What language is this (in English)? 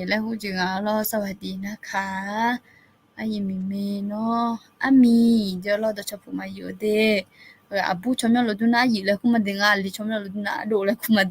Akha